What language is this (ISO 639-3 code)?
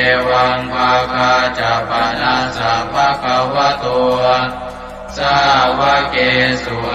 pli